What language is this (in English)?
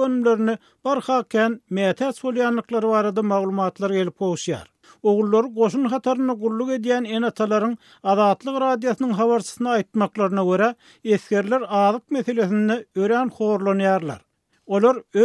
Turkmen